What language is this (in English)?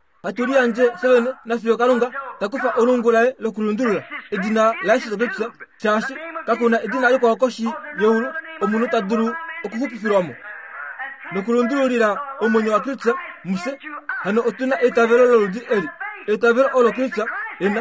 Kuanyama